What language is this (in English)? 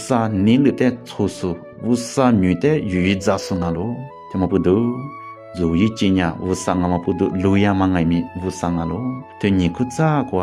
Lisu